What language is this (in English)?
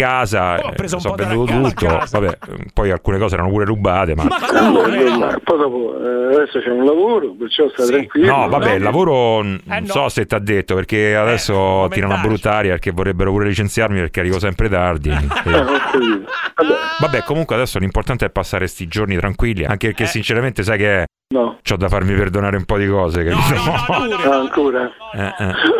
Italian